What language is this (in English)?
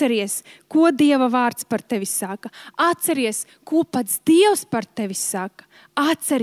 Latvian